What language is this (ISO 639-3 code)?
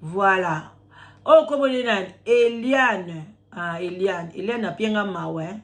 lin